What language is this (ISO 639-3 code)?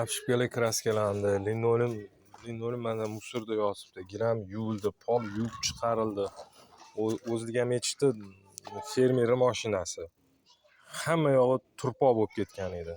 uzb